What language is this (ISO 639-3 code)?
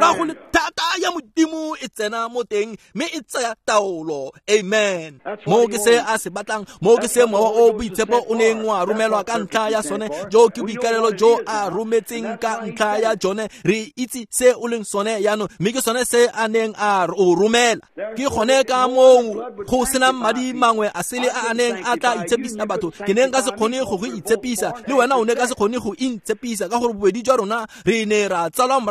tsn